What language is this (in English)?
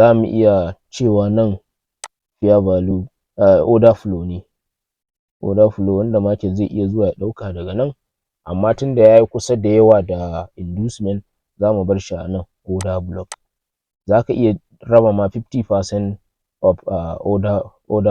Hausa